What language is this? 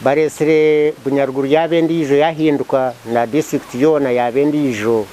Nyankole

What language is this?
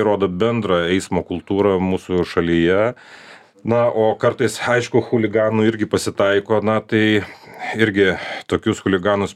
Lithuanian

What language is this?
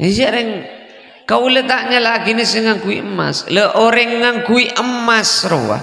Madurese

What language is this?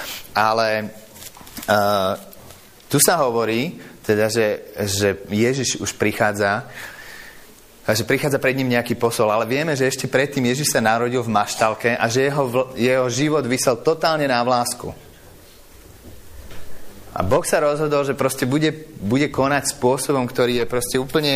Slovak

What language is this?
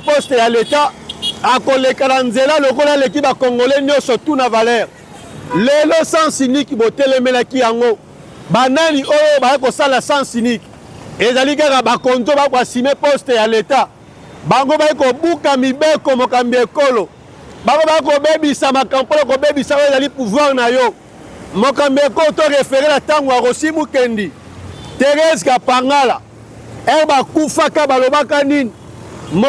Lingala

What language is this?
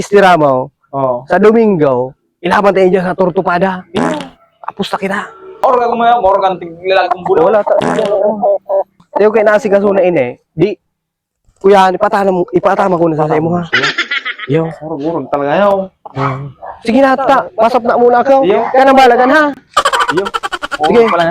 Bikol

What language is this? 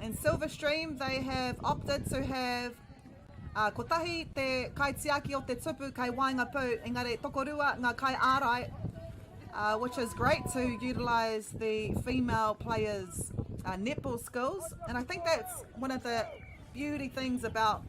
Māori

